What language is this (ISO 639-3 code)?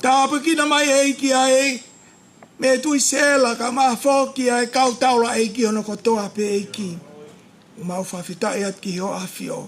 ton